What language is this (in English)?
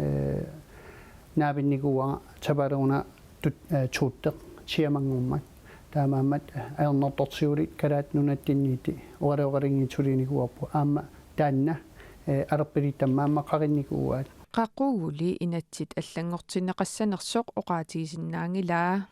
Kalaallisut